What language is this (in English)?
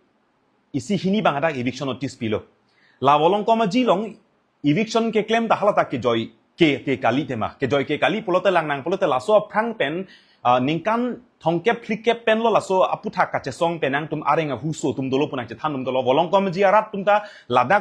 Karbi